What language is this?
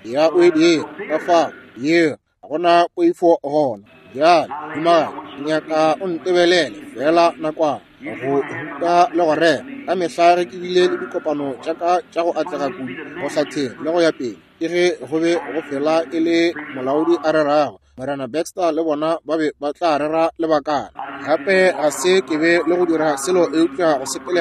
Northern Sotho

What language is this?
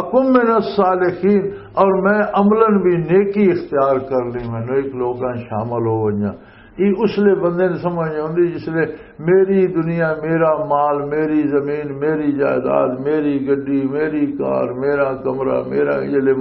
Western Panjabi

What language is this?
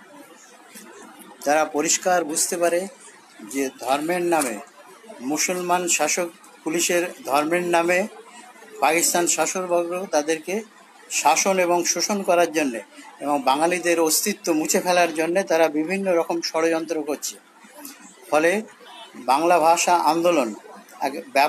Bangla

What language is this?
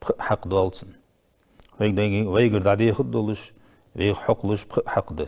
Ingush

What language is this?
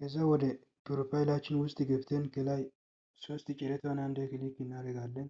Amharic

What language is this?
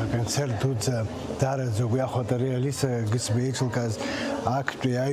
Abkhazian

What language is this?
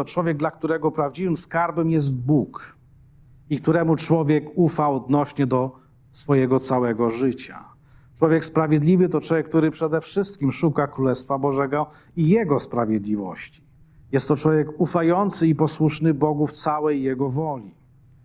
Polish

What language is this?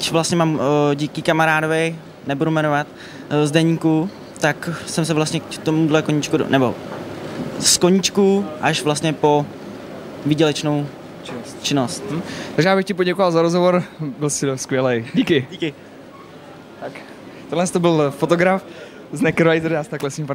Czech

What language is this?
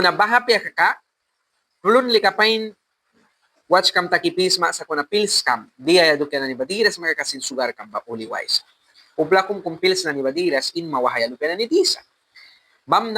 Mískito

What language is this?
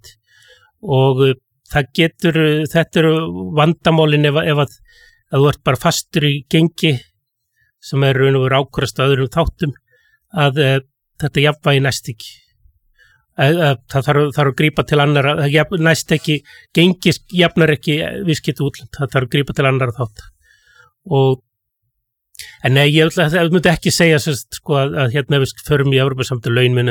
Icelandic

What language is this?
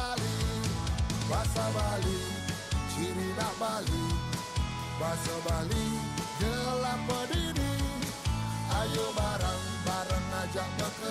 Balinese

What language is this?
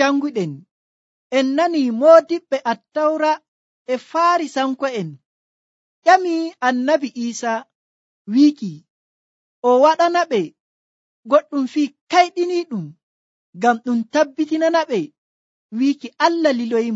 Nigerian Fulfulde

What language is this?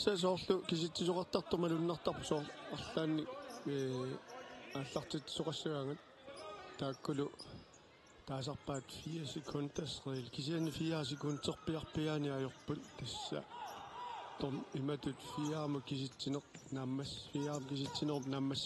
Kalaallisut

